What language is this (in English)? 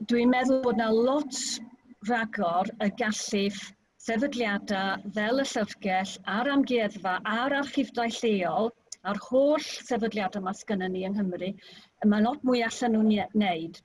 Welsh